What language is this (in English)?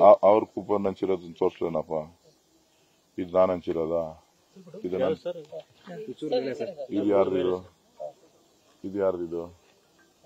Kannada